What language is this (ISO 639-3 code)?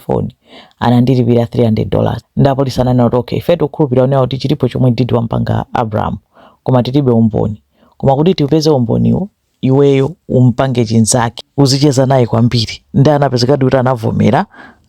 nya